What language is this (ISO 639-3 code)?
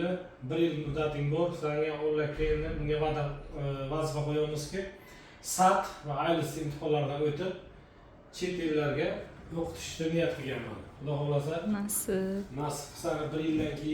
uzb